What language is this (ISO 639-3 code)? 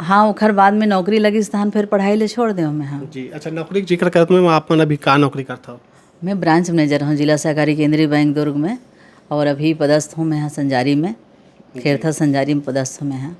hne